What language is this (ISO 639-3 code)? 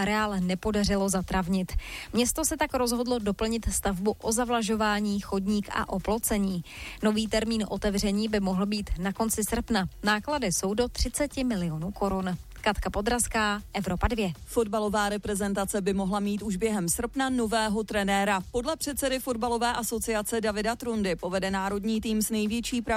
ces